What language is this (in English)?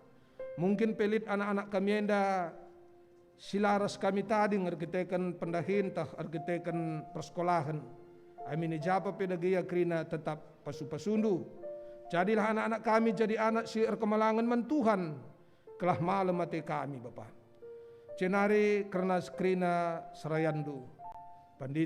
Batak Karo